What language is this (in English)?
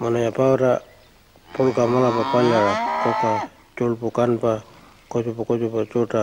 Pitjantjatjara